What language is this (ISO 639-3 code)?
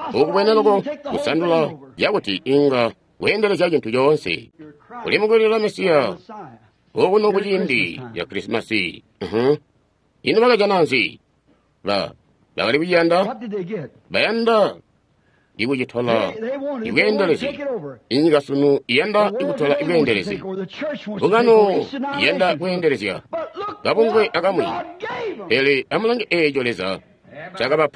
toi